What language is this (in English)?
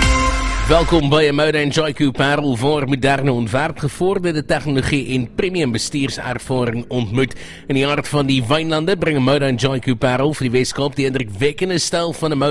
Afrikaans